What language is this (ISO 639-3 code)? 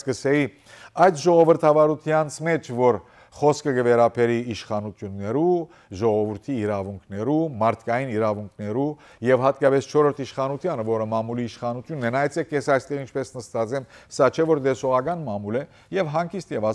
hyw